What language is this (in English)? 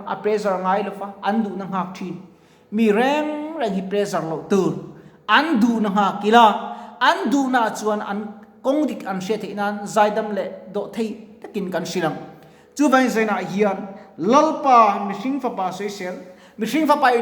Mizo